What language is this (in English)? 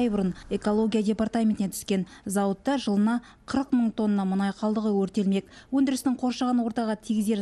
Kazakh